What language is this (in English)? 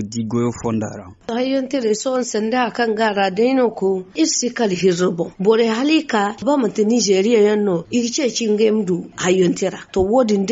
Zarma